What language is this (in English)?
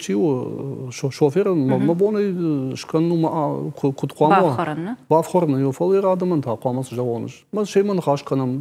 Ossetic